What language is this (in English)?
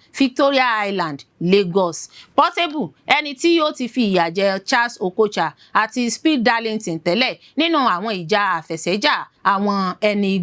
Yoruba